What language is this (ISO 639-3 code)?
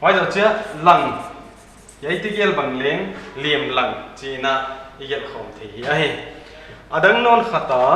pck